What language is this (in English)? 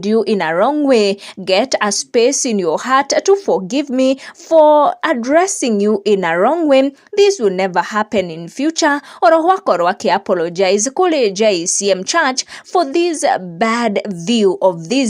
Kikuyu